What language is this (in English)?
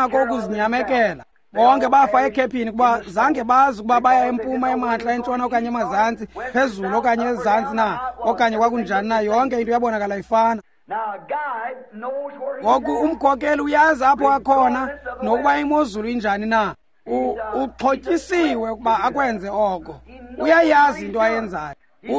Xhosa